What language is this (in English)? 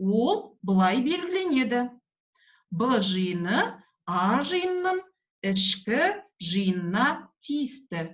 Kazakh